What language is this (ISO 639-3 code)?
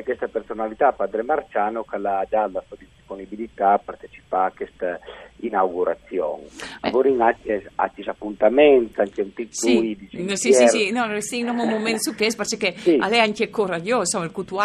fur